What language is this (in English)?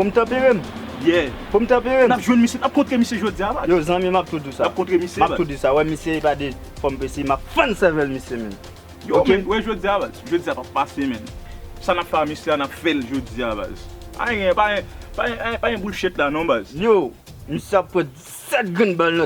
Haitian Creole